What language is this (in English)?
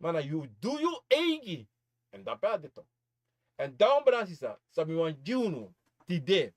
Sranan Tongo